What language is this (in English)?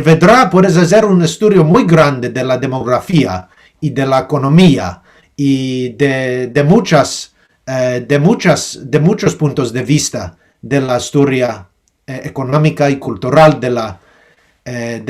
Ladino